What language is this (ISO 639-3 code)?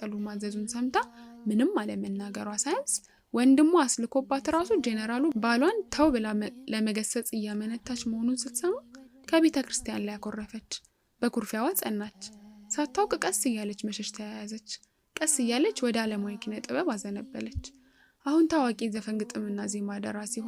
amh